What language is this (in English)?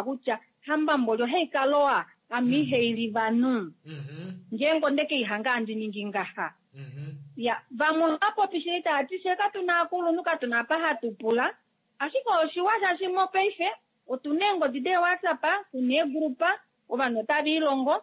Kuanyama